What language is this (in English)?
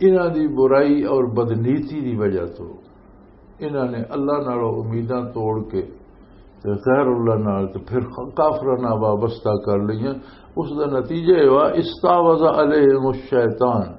Western Panjabi